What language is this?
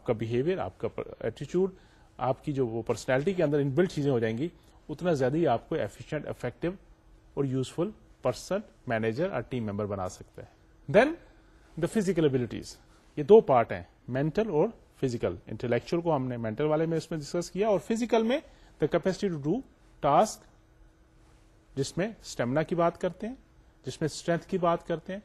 Urdu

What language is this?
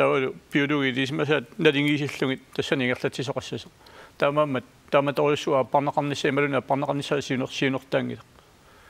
Kalaallisut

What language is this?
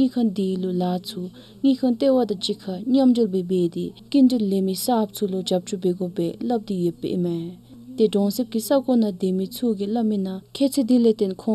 Dzongkha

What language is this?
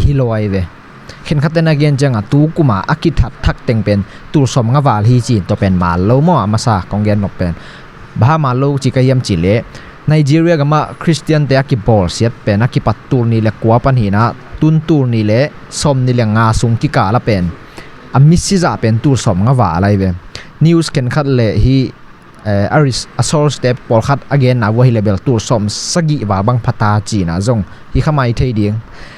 Tedim Chin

